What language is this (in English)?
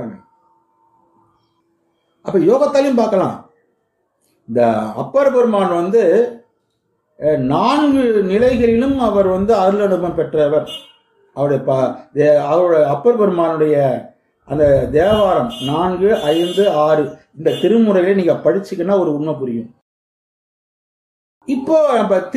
Tamil